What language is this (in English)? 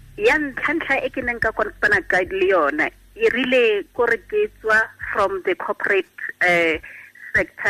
Tswana